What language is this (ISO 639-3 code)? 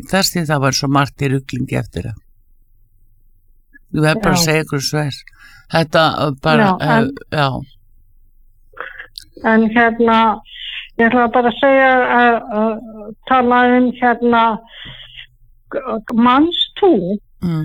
isl